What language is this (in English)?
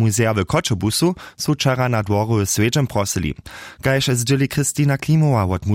Upper Sorbian